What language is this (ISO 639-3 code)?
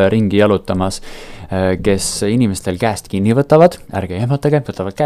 est